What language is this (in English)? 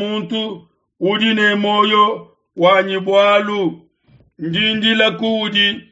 Luba-Lulua